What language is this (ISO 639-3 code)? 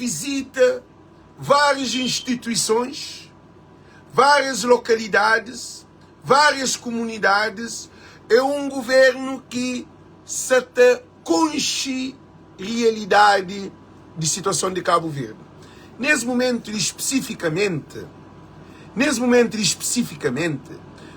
kea